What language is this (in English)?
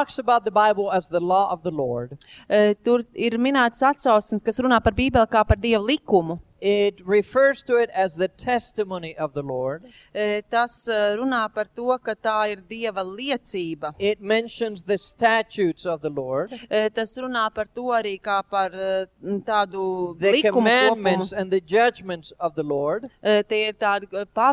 Latvian